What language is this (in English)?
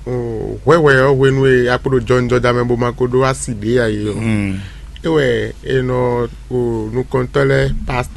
Fon